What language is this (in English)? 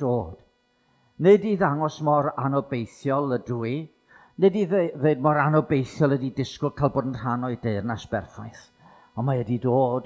Welsh